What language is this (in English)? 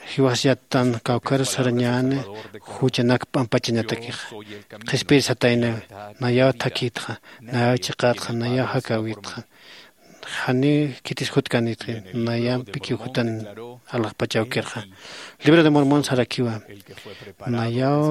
Aymara